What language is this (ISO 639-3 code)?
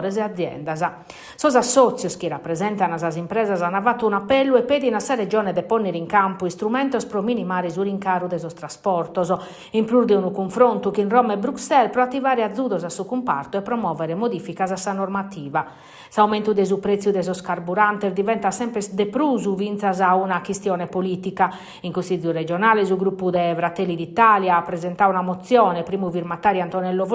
srd